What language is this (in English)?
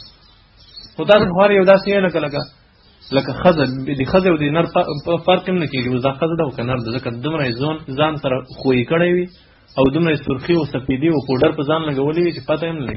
Pashto